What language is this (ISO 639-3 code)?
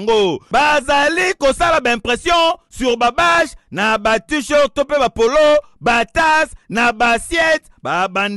lin